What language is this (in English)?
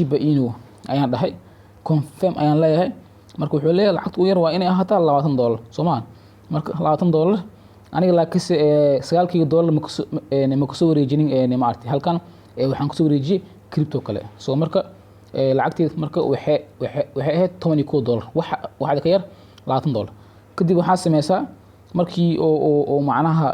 Somali